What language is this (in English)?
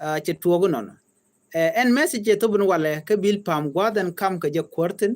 Nuer